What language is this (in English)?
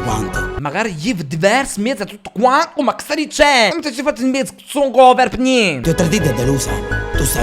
Neapolitan